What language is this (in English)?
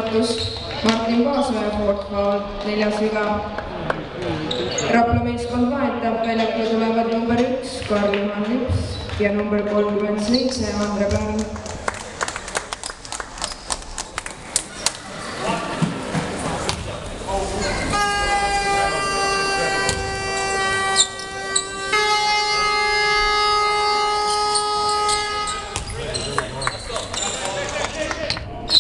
Estonian